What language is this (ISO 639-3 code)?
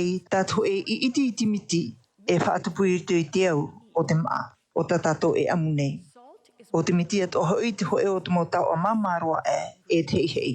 tah